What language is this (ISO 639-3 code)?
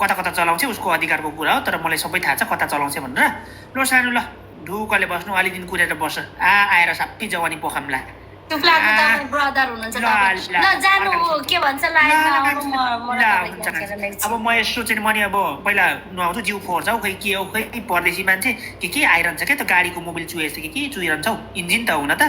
nep